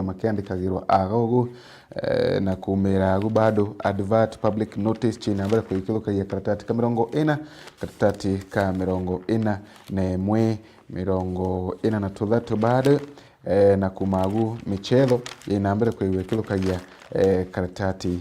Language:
Meru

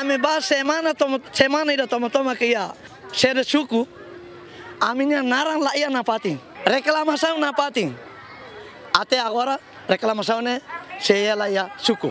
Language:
Tetum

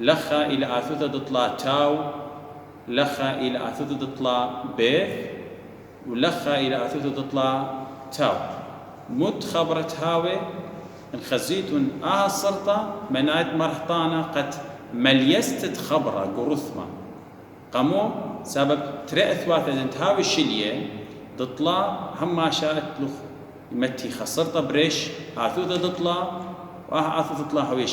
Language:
Assyrian Neo-Aramaic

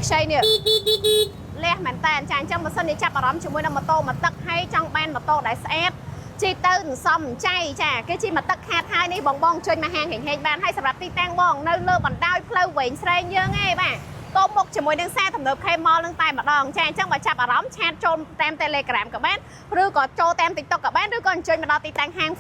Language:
Khmer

